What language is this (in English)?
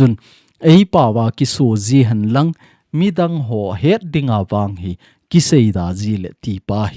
Thado Chin